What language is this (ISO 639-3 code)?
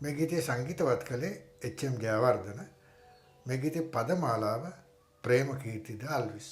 sin